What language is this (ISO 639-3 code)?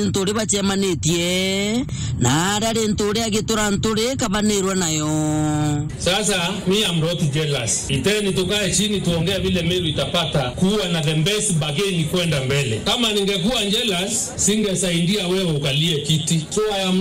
mer